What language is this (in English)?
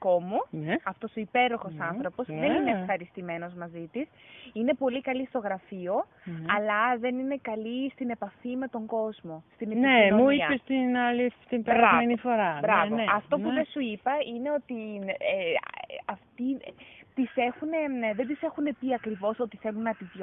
Greek